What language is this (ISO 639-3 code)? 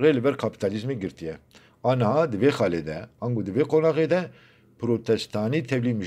kur